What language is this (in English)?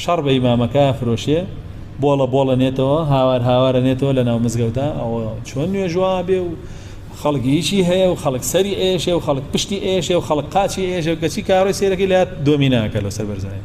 Central Kurdish